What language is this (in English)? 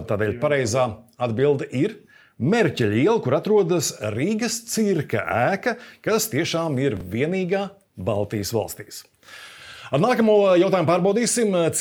Latvian